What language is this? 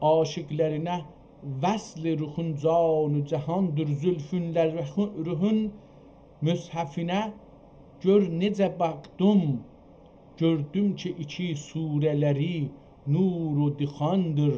South Azerbaijani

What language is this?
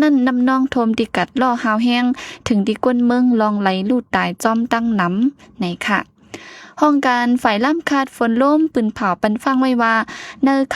Shan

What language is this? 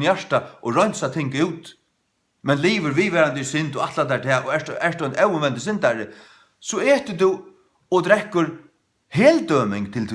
Faroese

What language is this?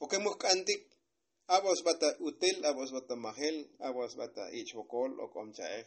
Tzotzil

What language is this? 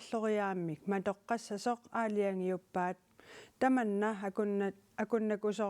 Kalaallisut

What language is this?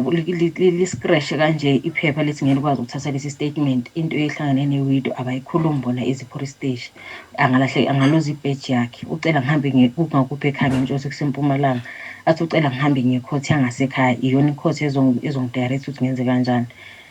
Zulu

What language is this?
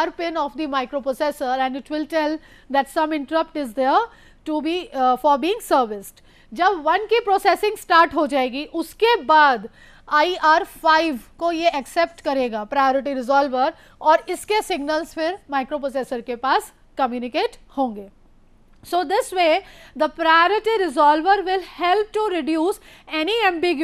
Hindi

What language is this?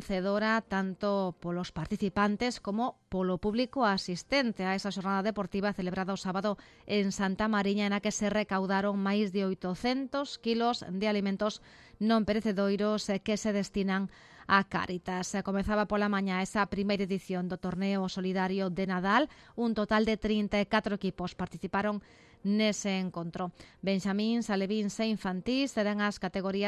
Galician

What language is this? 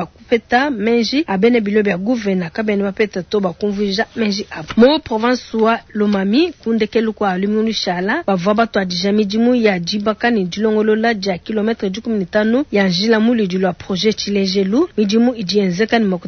Luba-Lulua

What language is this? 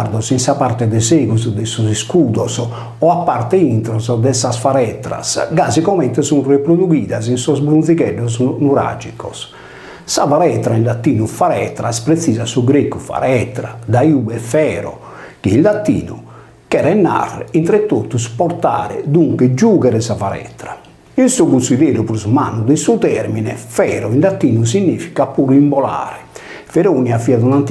Sardinian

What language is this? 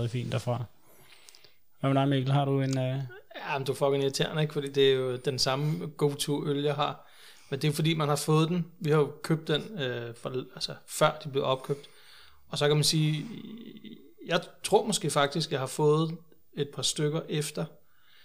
Danish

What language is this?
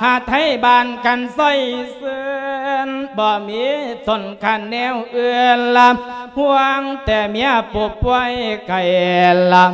Lao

